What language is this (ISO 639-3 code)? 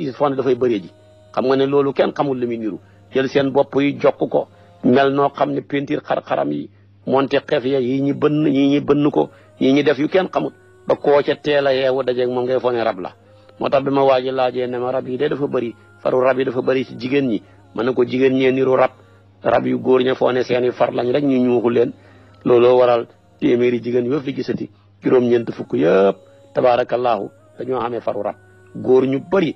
wol